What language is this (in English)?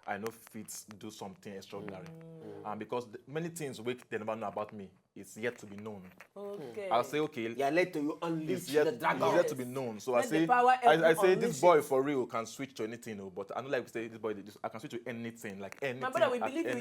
Nigerian Pidgin